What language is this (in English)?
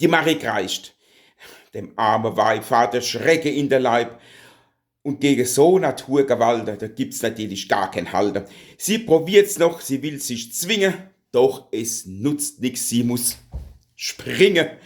Palatine German